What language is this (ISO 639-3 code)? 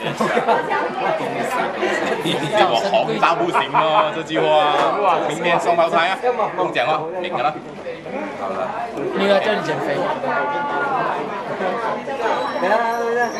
zho